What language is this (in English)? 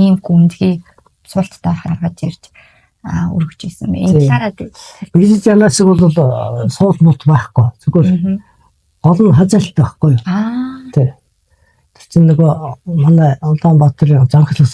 Mongolian